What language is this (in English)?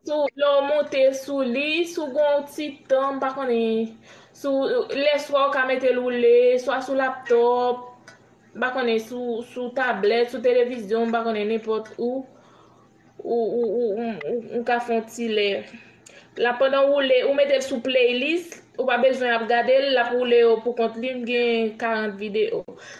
Haitian Creole